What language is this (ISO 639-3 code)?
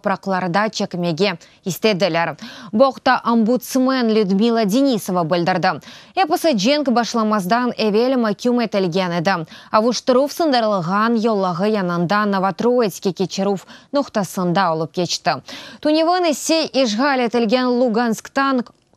crh